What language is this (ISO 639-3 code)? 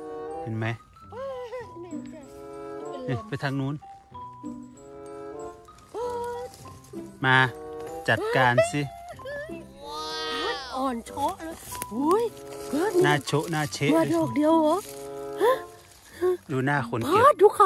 tha